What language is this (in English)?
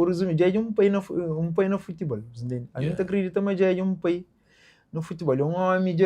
Kabuverdianu